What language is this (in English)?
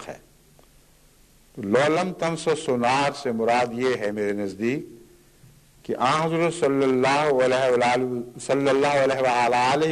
Urdu